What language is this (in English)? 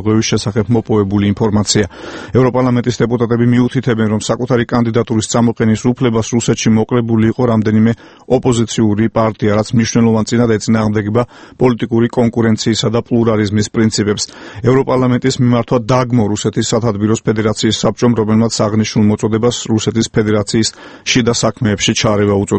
Georgian